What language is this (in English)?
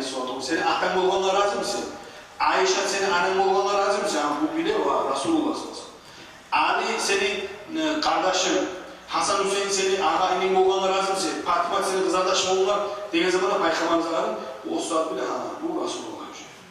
Kumyk